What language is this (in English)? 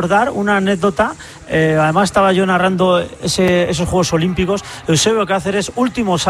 Spanish